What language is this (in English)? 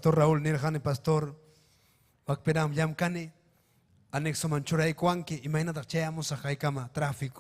Ayacucho Quechua